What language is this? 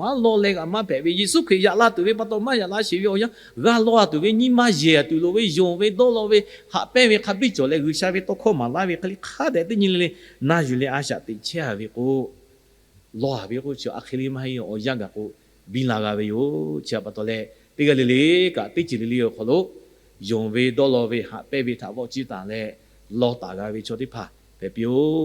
Lahu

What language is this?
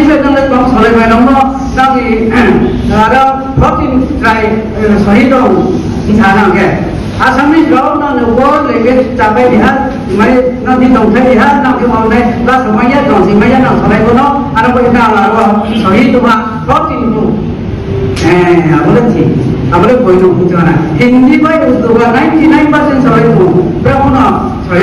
Riang (India)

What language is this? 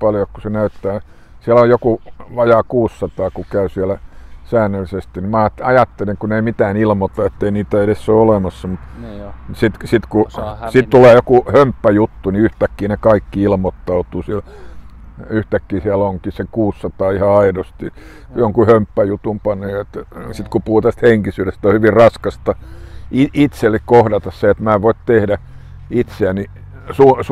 Finnish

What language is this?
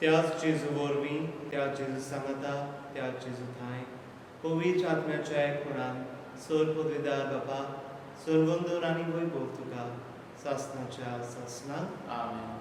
Konkani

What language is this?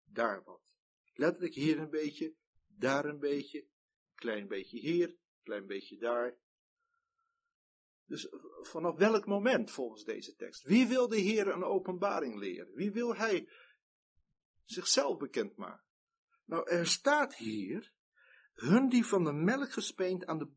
Dutch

